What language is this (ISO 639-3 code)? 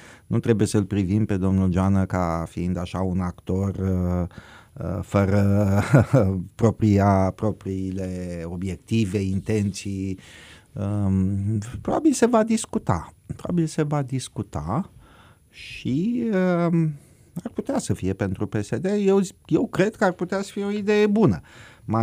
ron